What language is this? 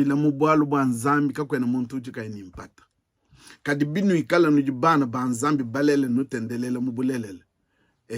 Luba-Lulua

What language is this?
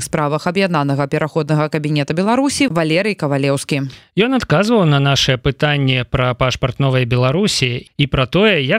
Belarusian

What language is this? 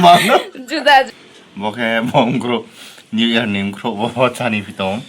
Riang (India)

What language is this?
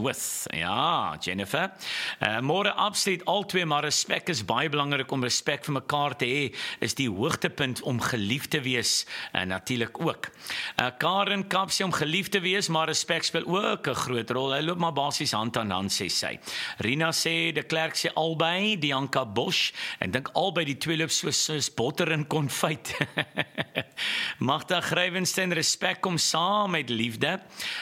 Afrikaans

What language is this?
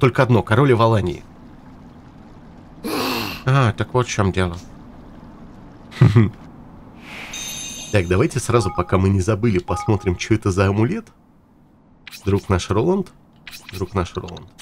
Russian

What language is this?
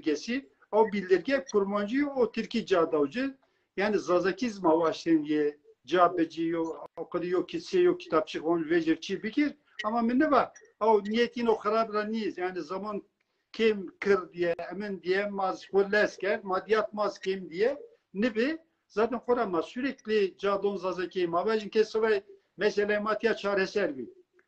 Zaza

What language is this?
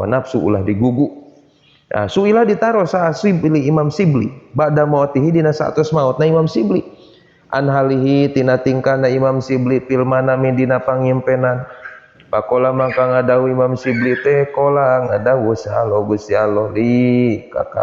Sundanese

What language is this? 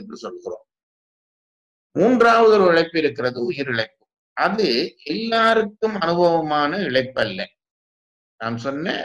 Tamil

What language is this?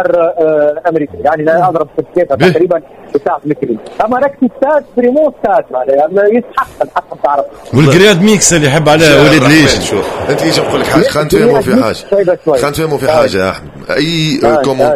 Tunisian Arabic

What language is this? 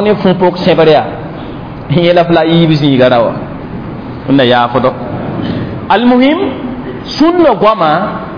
Mossi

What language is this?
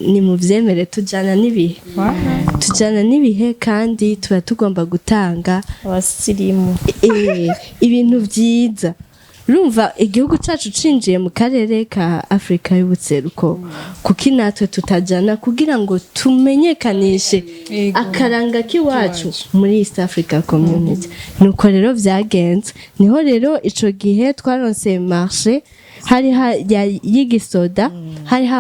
Rundi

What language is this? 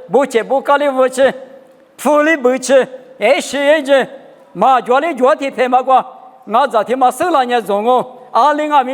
Lisu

